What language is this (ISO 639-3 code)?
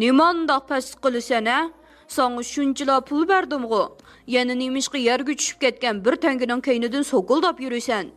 uig